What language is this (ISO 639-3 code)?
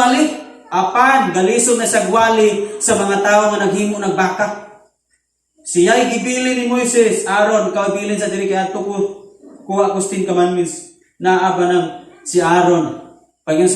ceb